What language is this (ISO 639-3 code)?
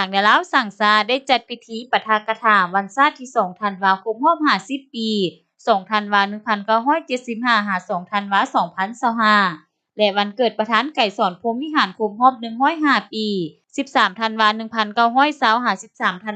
lao